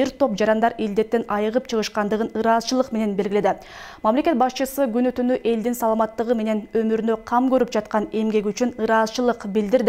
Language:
Kyrgyz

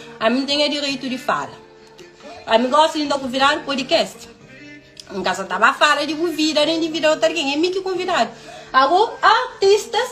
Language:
Kabuverdianu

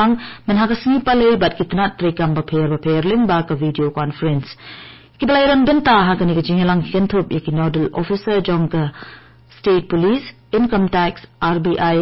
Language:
Khasi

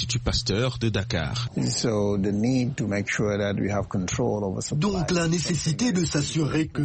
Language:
French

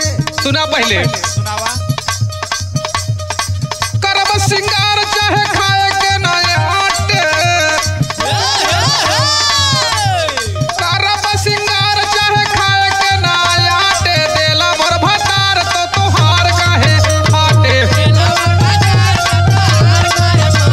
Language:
Bhojpuri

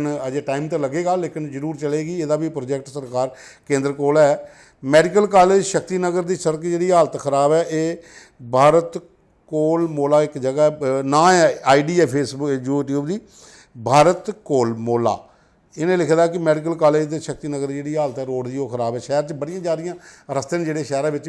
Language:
Dogri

